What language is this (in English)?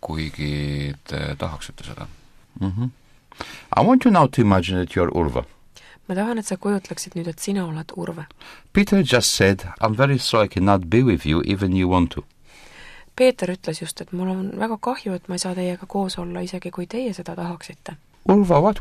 Estonian